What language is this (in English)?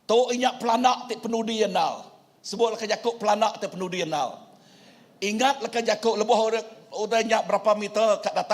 Iban